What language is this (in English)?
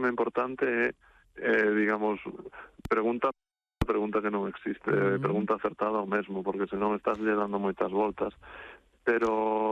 Galician